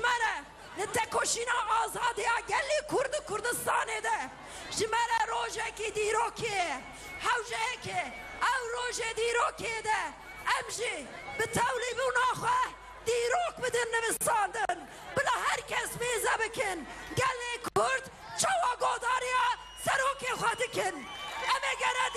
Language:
Kurdish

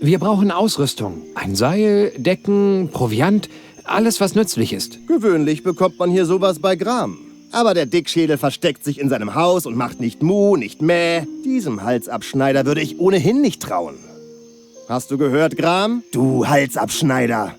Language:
Bavarian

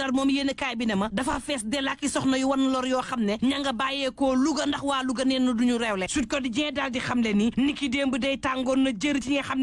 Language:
Wolof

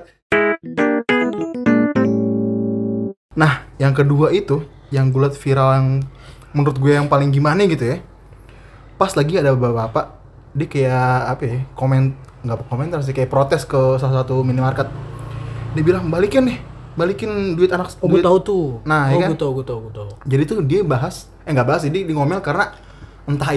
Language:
Indonesian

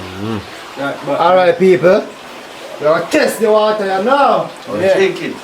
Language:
Jamaican Creole English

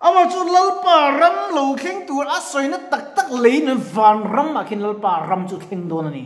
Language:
Mizo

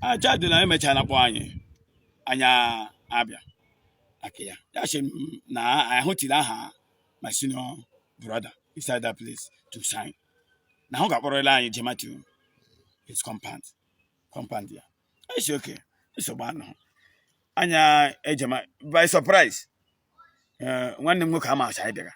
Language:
Igbo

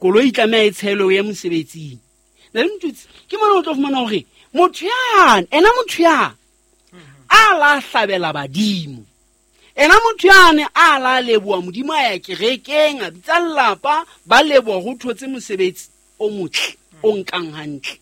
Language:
Southern Sotho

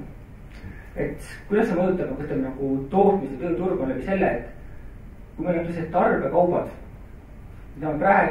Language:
Estonian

